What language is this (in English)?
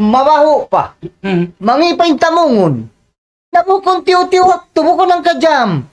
Tausug